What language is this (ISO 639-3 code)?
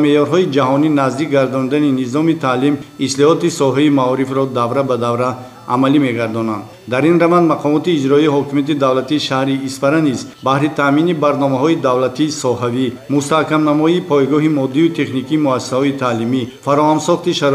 tgk